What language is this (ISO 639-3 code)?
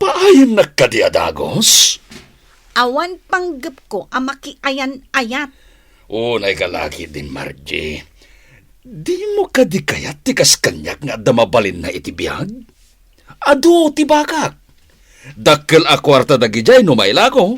ilo